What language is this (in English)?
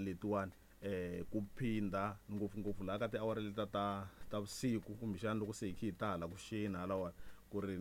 Tsonga